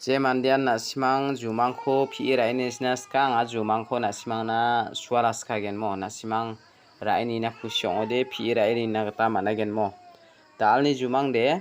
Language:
Garo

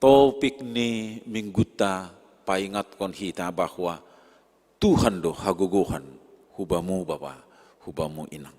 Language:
Batak Simalungun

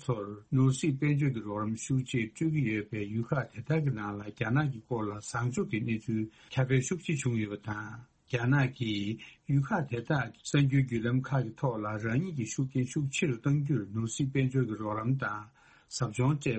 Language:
Tibetan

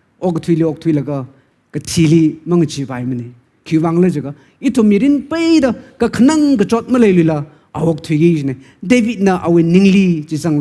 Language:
Tangkhul Naga (India)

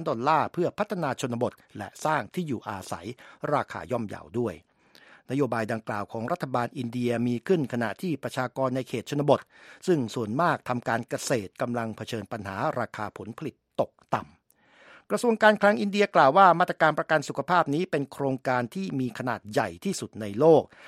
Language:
Thai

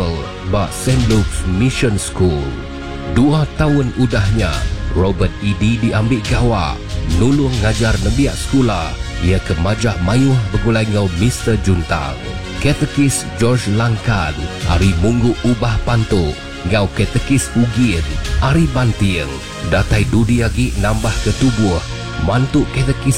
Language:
Iban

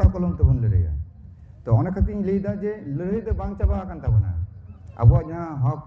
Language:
Santali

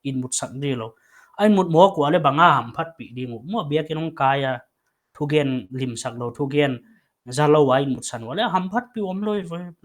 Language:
Paite Chin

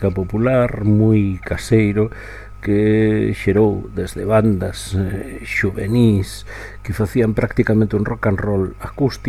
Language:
Galician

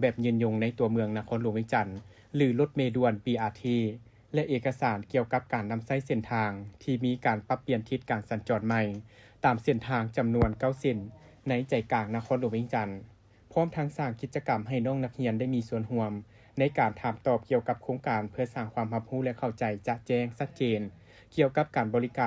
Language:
Lao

